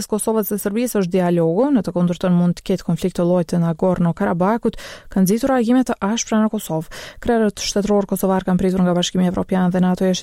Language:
Albanian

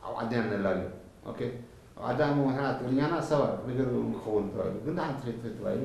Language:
Tigrinya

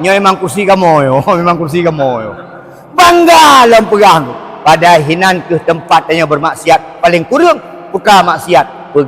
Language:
Achinese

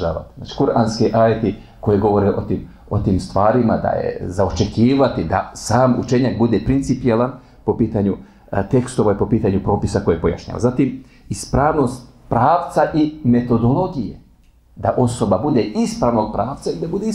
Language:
Bosnian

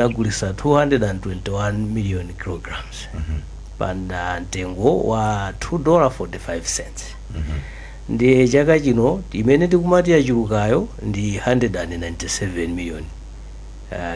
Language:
Nyanja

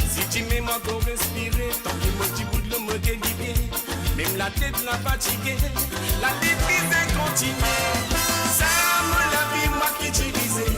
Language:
Morisyen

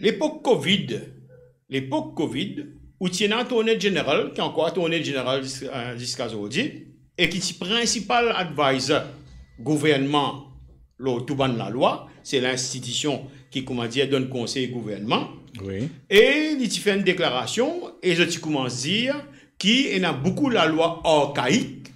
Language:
Morisyen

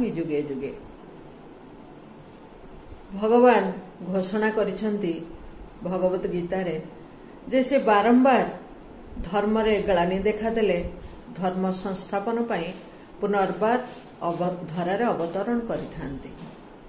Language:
Odia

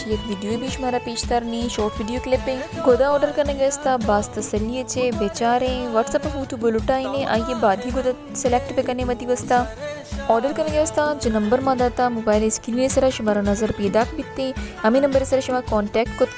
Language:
Baluchi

